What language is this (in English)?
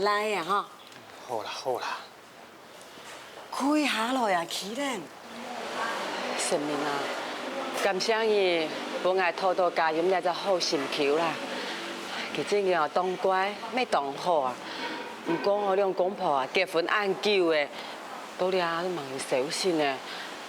Hakka Chinese